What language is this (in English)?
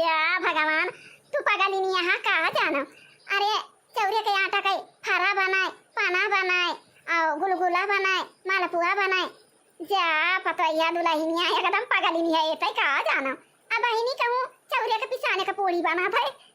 Awadhi